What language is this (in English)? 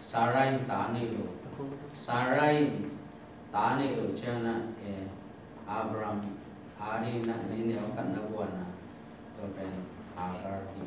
Tedim Chin